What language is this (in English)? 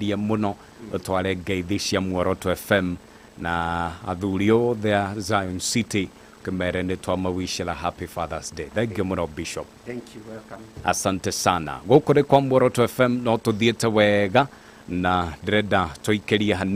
Kikuyu